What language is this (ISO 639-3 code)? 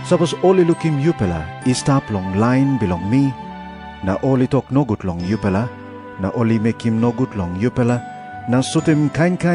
tpi